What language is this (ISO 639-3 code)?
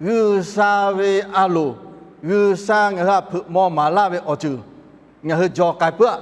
lhu